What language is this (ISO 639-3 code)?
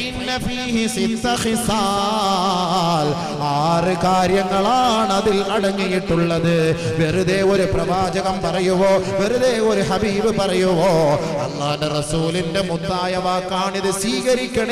mal